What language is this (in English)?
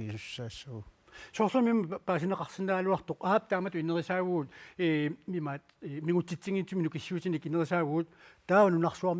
Kalaallisut